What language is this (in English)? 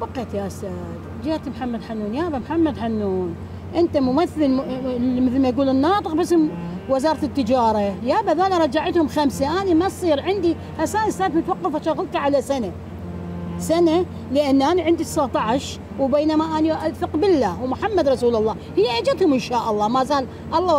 Mesopotamian Arabic